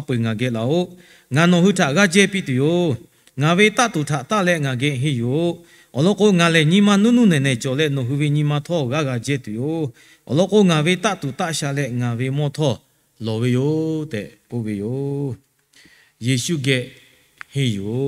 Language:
Lahu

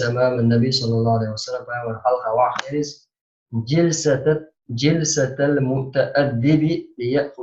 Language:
Chechen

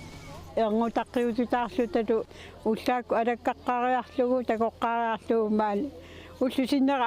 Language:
Kalaallisut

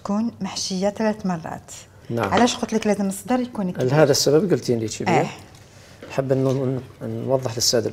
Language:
Algerian Arabic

